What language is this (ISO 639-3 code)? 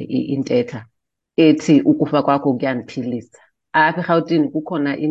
xho